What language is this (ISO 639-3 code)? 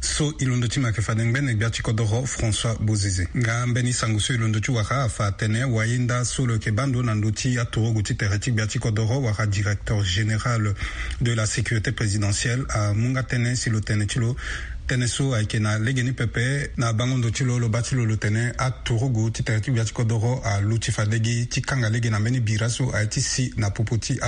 sag